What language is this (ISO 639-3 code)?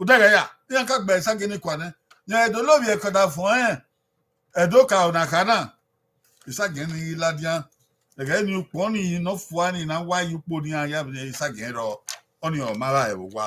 bin